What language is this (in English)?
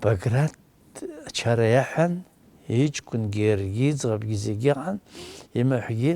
Abkhazian